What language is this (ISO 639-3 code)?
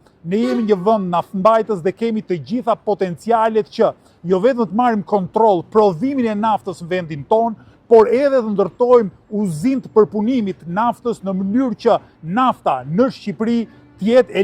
sqi